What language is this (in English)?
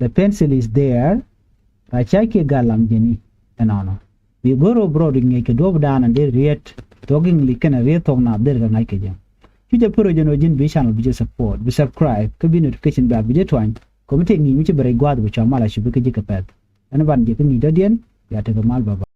Nuer